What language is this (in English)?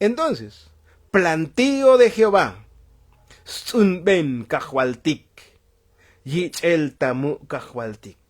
Tzotzil